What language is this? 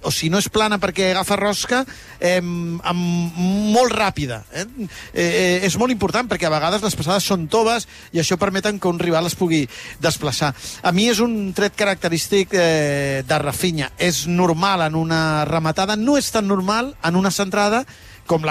Catalan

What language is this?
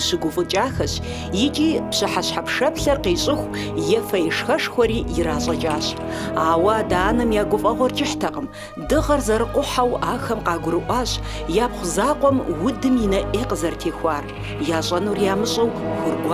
Kabardian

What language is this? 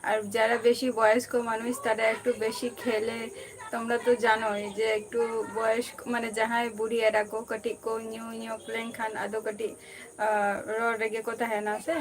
Santali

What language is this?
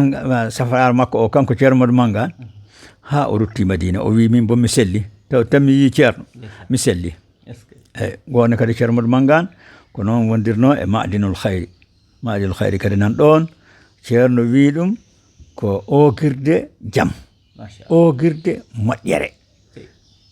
Fula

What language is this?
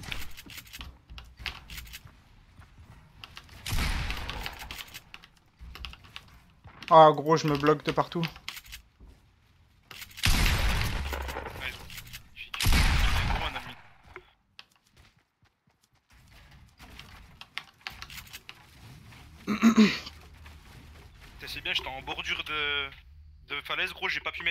French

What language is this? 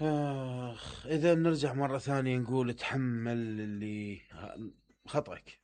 Mesopotamian Arabic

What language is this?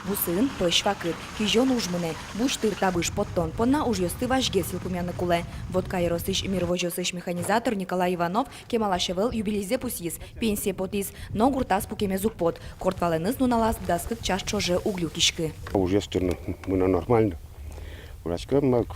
Udmurt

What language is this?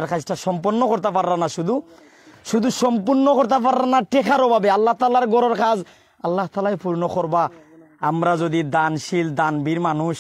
Sylheti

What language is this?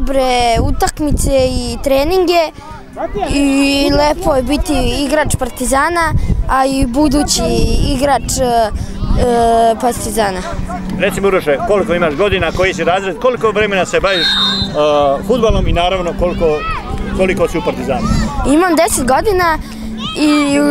Serbian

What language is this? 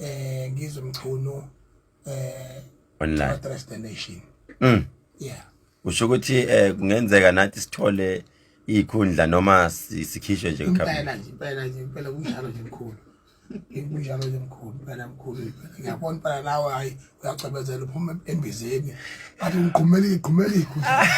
Zulu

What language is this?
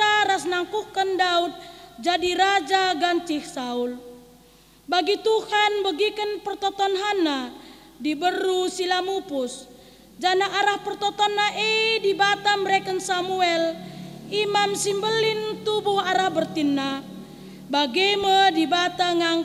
Batak Karo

